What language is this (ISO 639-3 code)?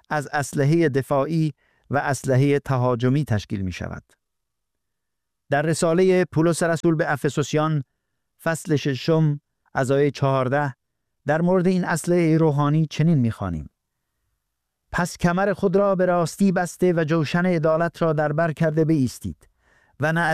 fas